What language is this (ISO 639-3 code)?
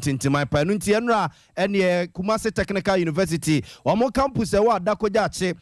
aka